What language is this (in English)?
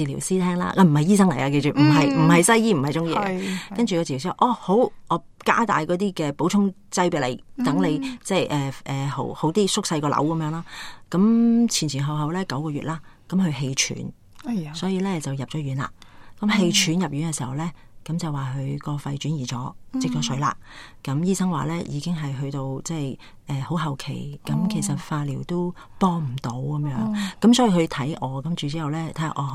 Cantonese